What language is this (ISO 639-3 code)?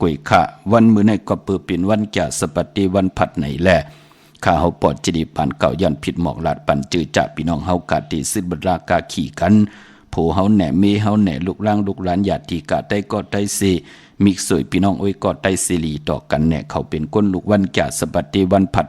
shn